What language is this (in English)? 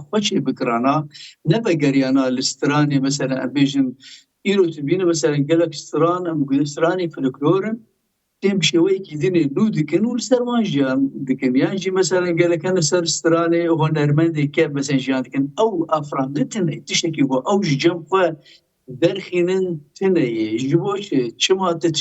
Kurdish